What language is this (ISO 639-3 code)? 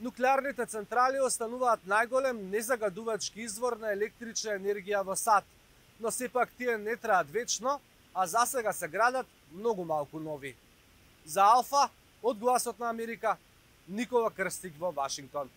mkd